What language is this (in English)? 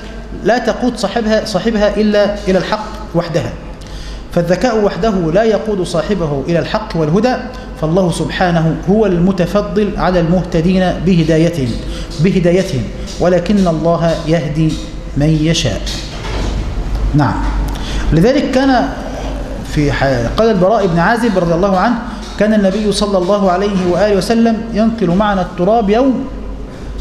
Arabic